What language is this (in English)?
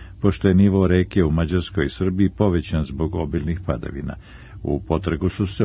Serbian